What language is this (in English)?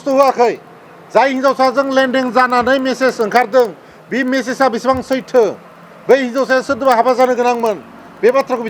Bodo